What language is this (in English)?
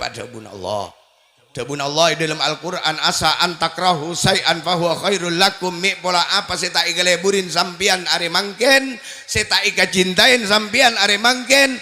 Madurese